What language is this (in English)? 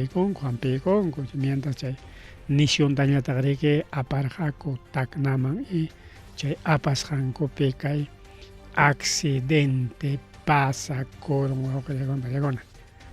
Ayacucho Quechua